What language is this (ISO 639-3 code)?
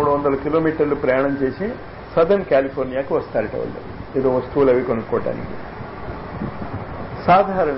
tel